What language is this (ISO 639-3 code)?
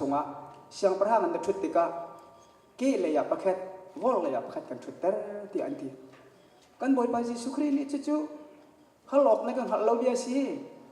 cnh